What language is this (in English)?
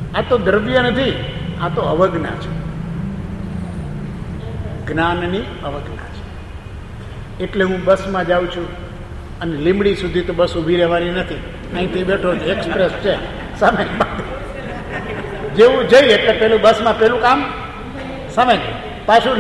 Gujarati